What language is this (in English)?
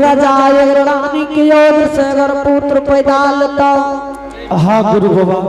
Angika